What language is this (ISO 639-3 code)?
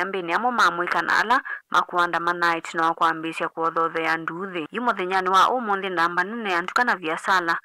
kam